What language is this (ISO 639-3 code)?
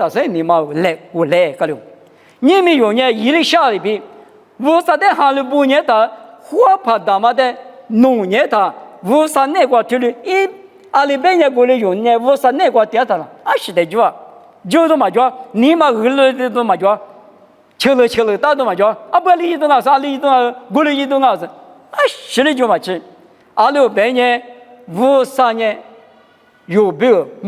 lis